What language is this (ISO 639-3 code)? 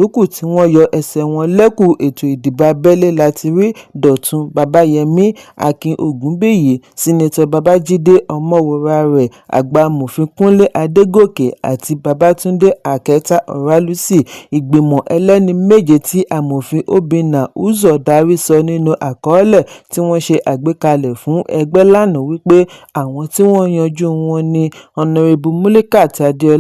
yor